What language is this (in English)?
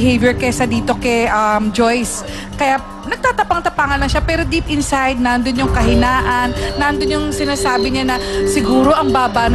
Filipino